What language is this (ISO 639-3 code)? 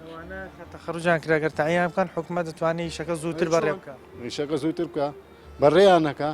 ckb